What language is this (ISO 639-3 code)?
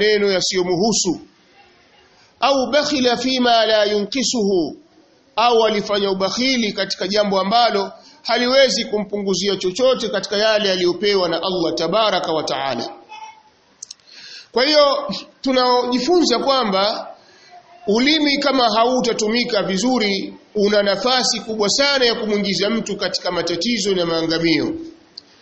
swa